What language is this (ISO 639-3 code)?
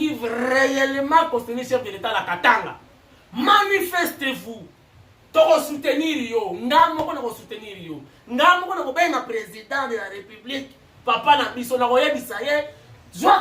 lin